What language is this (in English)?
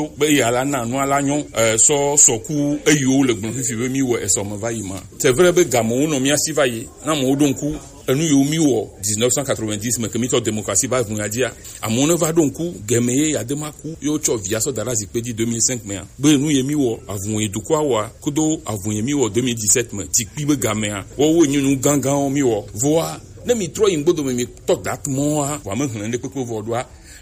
Gen